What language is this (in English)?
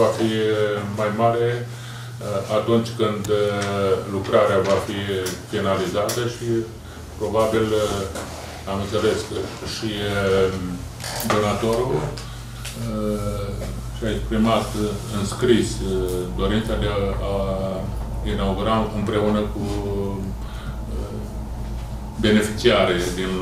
Romanian